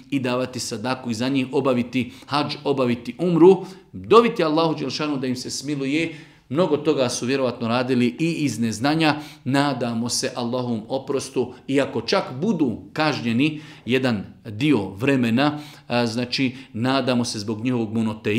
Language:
Bosnian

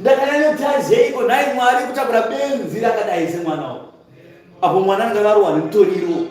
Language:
Shona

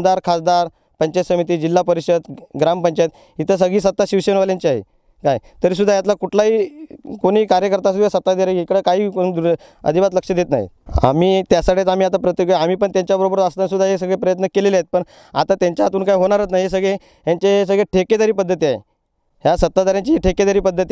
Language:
Marathi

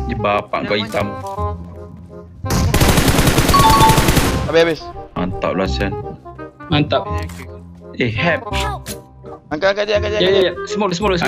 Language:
Malay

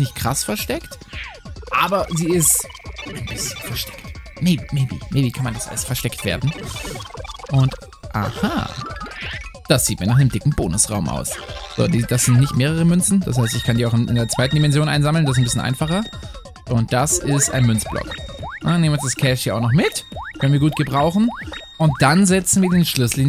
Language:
German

